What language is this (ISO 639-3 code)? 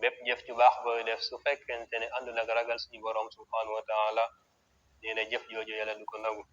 wol